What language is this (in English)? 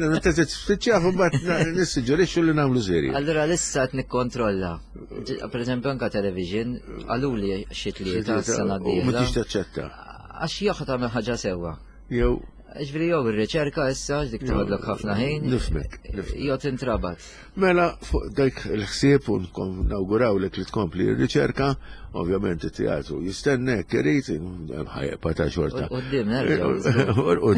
Maltese